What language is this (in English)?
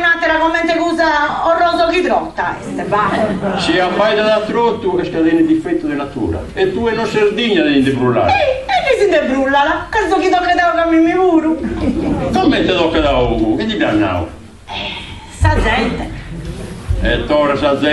Sardinian